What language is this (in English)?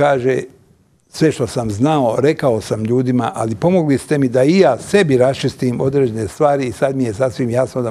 Bosnian